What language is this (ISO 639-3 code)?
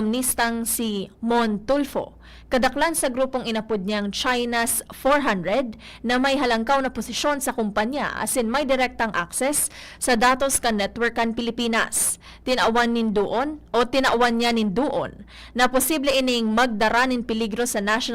bik